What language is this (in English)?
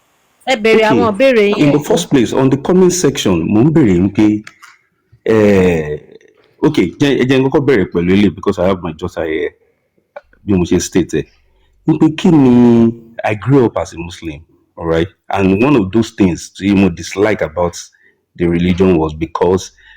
Yoruba